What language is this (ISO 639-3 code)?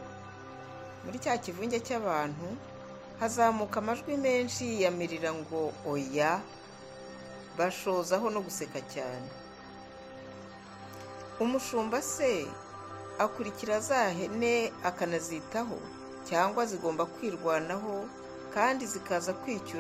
kin